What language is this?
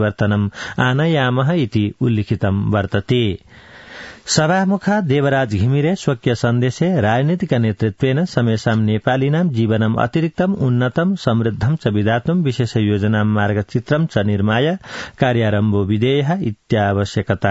Sanskrit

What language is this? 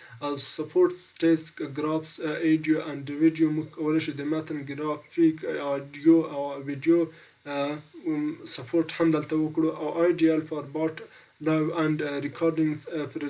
Pashto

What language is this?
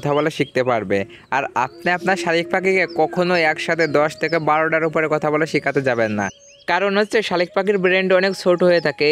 Bangla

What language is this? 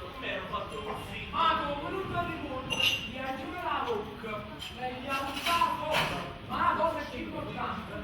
Neapolitan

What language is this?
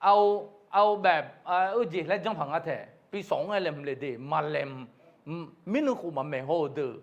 Akha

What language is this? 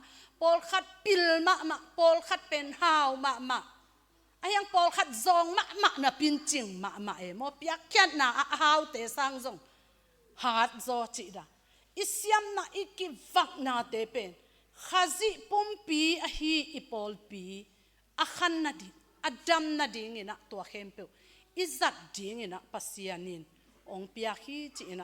Tedim Chin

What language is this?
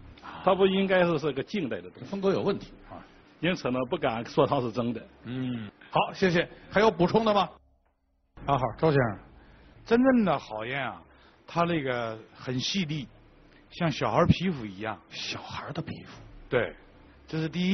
Chinese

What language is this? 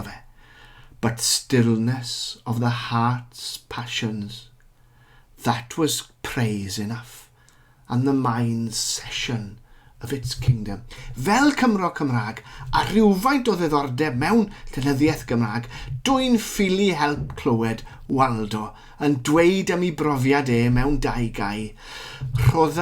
Welsh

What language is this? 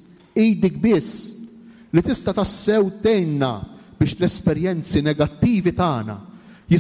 Maltese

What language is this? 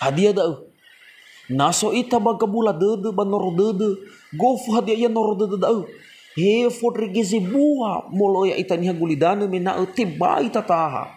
Nias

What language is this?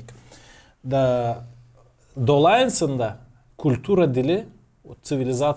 Gagauz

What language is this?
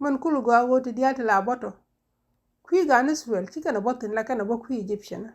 Nuer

